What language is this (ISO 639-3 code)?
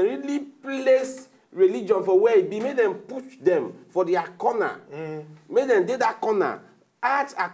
pcm